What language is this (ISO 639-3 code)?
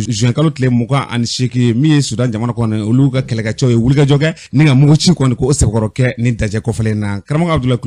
bam